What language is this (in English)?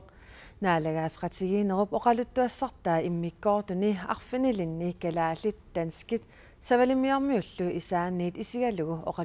Kalaallisut